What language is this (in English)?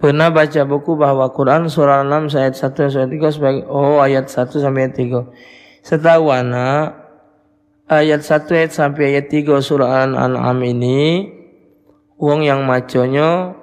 Musi